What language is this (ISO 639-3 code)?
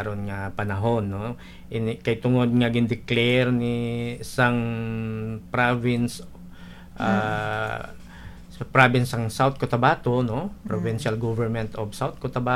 hil